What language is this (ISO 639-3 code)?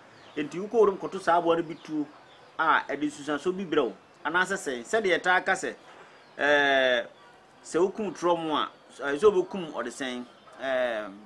aka